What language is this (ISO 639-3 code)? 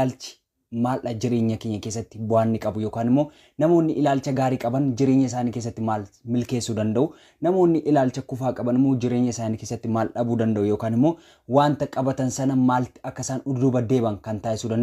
orm